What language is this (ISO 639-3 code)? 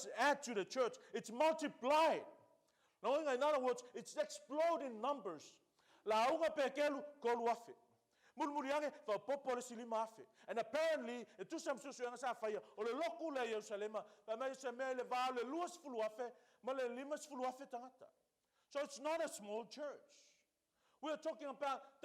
smo